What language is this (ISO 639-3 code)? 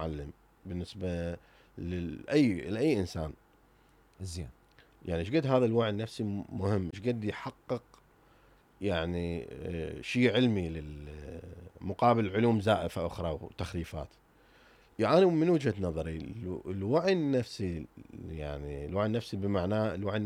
acm